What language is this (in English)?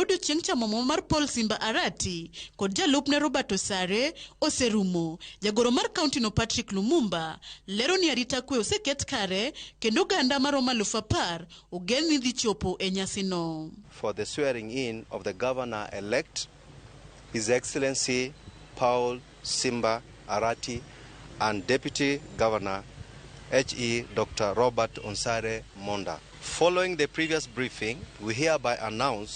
Luo (Kenya and Tanzania)